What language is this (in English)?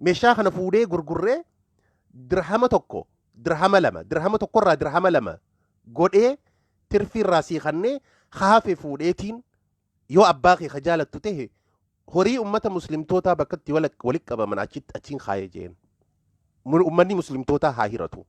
Oromo